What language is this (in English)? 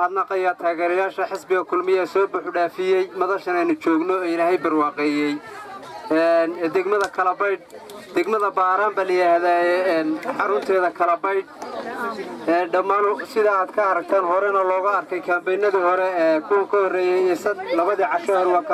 Somali